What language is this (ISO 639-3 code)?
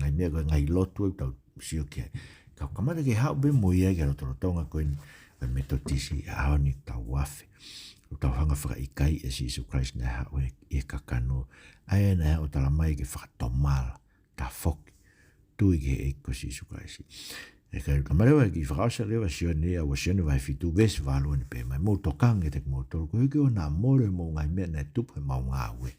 ton